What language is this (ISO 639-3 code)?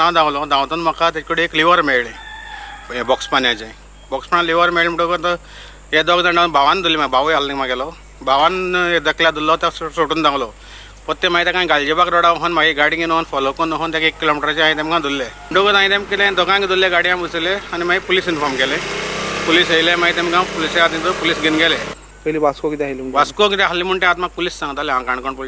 kok